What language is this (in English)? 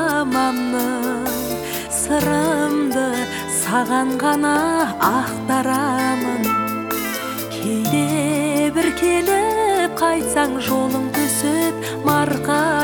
Kazakh